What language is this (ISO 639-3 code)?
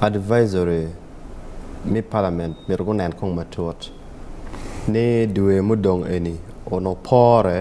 ach